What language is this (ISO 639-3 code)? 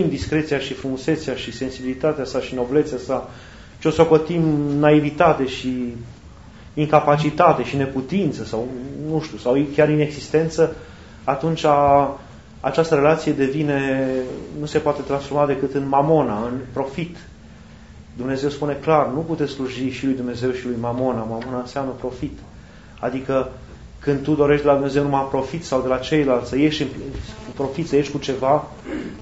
ron